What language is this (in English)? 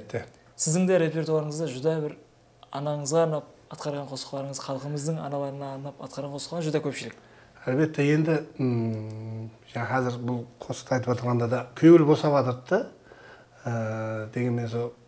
Kara-Kalpak